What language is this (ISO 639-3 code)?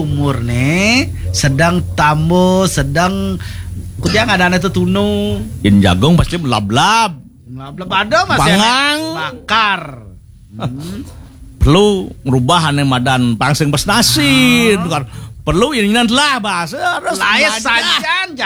ban